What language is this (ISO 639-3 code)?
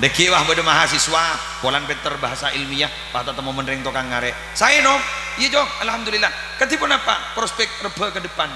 mad